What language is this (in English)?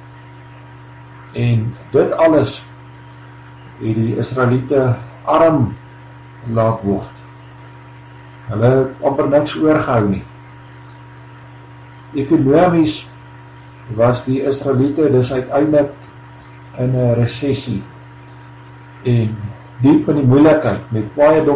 Afrikaans